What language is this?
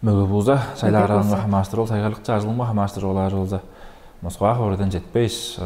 Tuvinian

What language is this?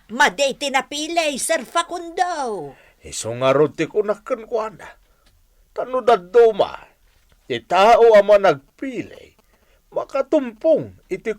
Iloko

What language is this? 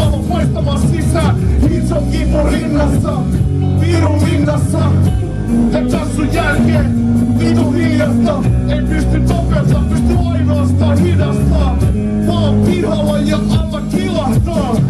Finnish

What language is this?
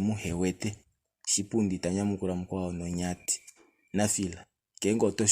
Kuanyama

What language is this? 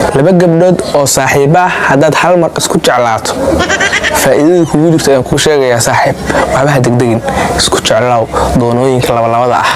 Somali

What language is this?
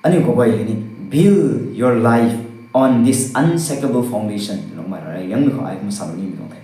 Rongmei Naga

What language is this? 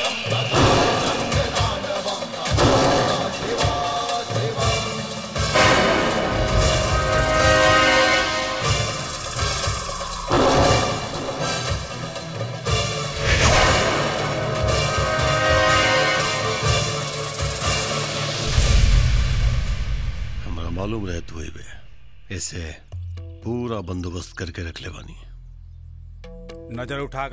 Bhojpuri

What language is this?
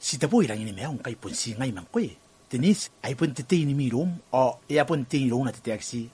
Gilbertese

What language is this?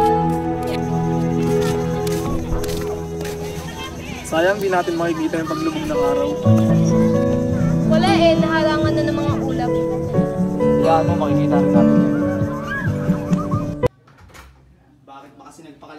Filipino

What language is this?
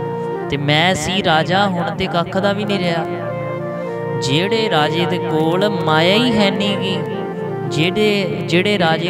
Punjabi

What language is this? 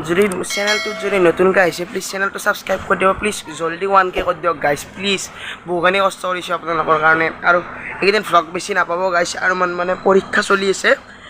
Assamese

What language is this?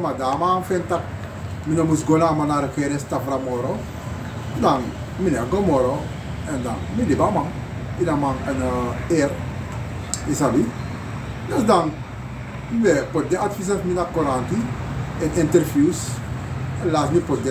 Sranan Tongo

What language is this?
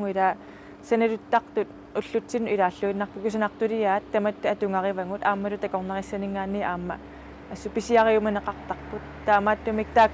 Kalaallisut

